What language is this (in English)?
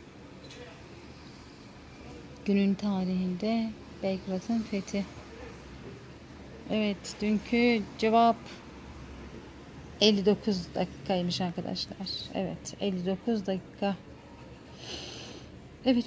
Turkish